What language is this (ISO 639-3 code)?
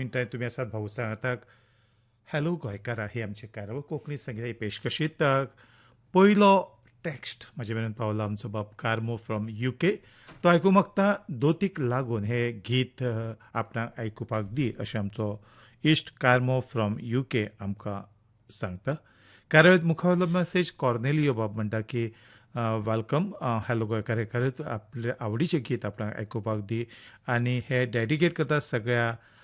kok